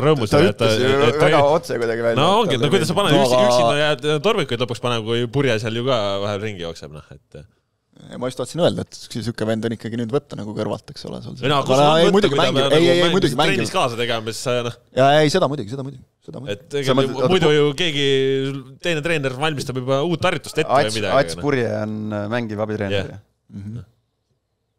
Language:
Estonian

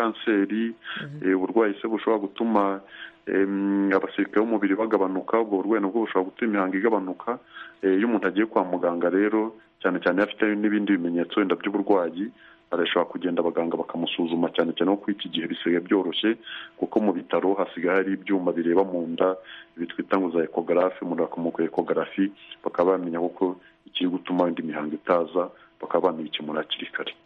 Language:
Kinyarwanda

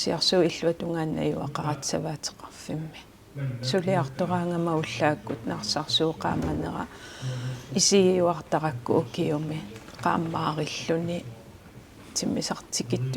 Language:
Kalaallisut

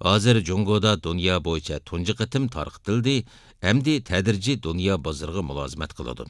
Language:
Uyghur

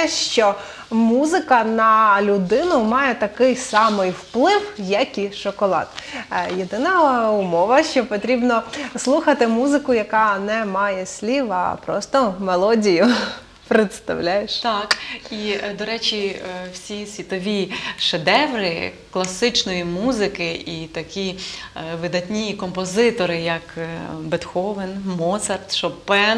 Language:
Ukrainian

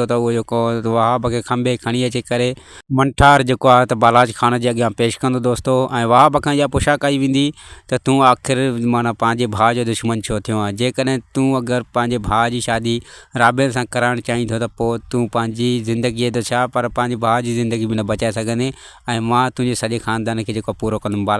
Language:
Sindhi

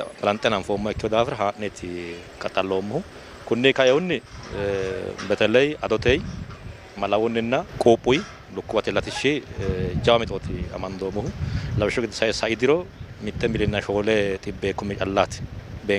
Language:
Sidamo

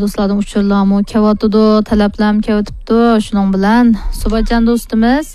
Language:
Uyghur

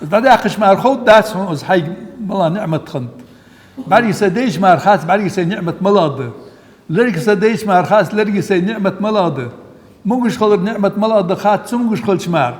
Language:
Ingush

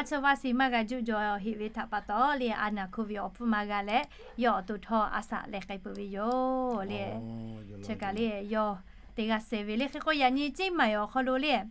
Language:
Lahu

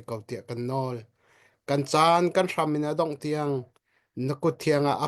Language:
Hakha Chin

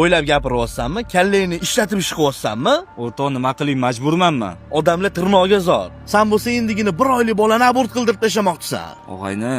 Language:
Uzbek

